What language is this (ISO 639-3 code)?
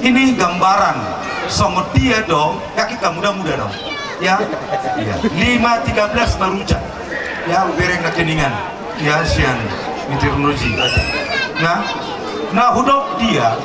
bbc